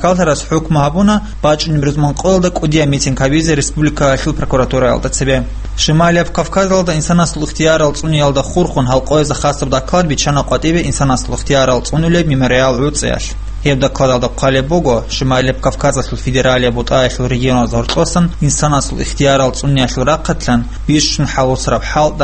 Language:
Avaric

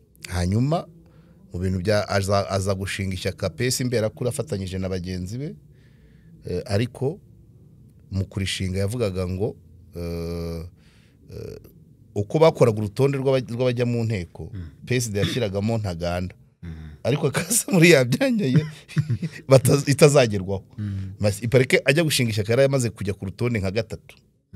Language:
Kinyarwanda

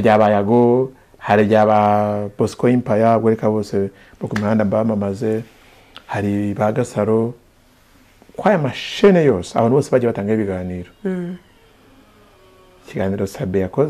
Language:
Kinyarwanda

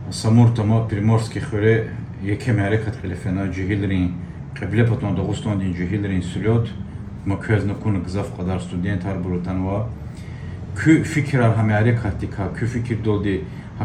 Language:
Lezghian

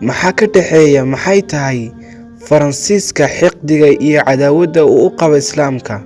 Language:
Somali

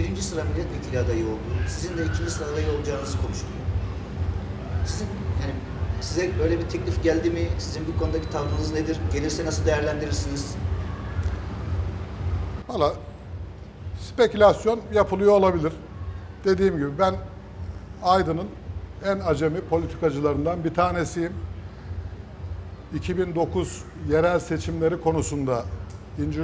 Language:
Turkish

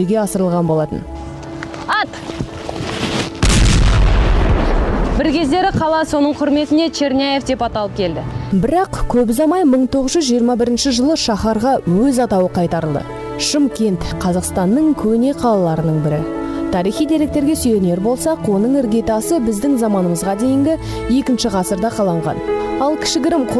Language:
Kazakh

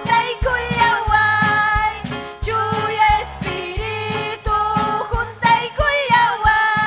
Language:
Ayacucho Quechua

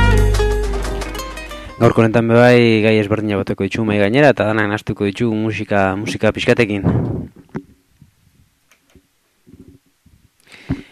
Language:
Basque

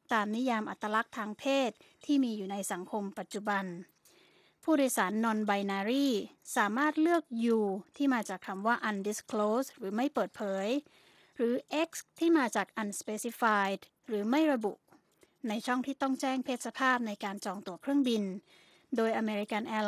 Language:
Thai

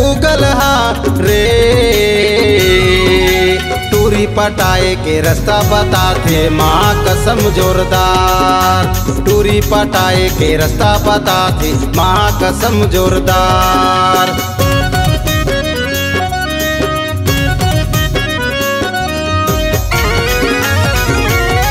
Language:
Chhattisgarhi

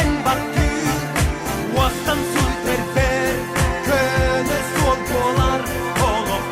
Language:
Yakut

